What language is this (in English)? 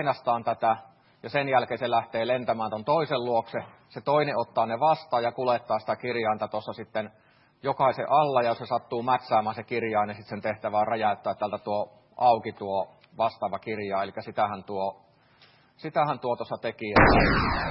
Finnish